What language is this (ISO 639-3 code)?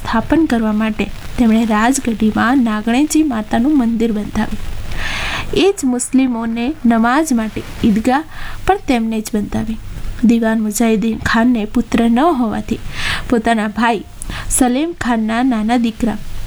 guj